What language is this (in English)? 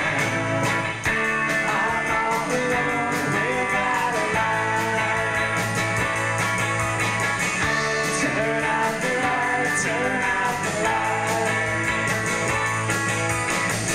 English